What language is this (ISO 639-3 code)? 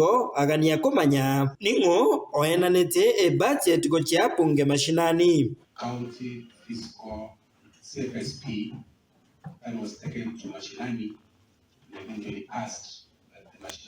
guz